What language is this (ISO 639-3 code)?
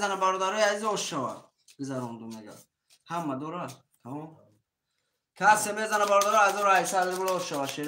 tgk